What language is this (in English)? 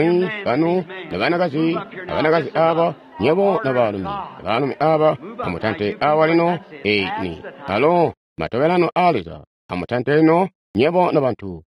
Tonga (Zambia)